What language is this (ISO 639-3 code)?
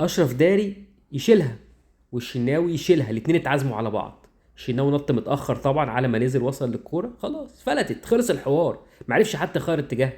arz